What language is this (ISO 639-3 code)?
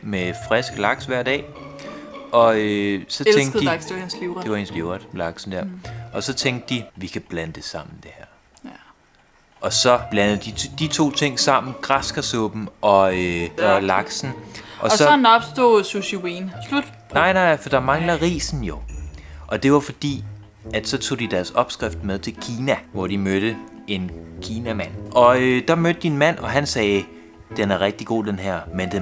dan